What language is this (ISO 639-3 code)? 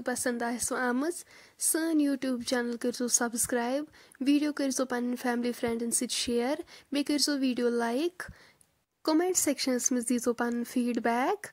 kas